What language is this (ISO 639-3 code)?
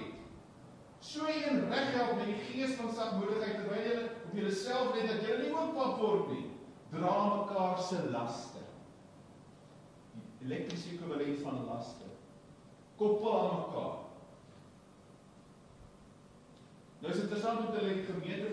afr